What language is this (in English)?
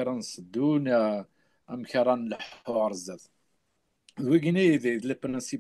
Kabyle